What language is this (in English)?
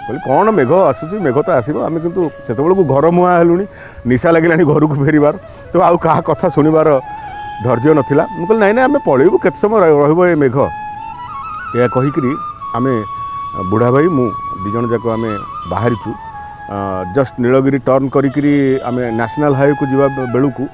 Odia